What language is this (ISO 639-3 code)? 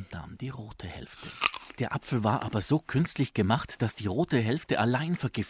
deu